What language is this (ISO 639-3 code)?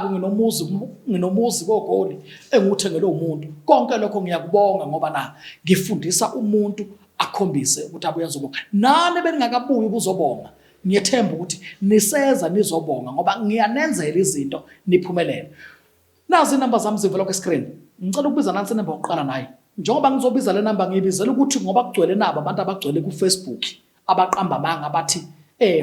zul